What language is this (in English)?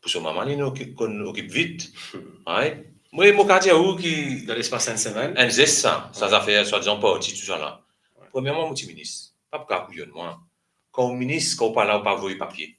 Morisyen